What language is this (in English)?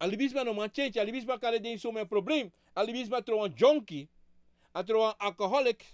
Sranan Tongo